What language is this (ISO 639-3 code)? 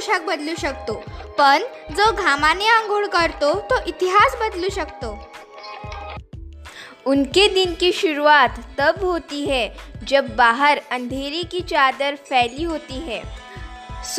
mar